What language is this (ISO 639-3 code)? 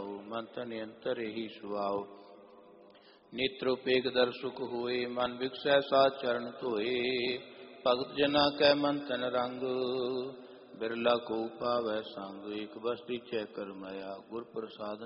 pan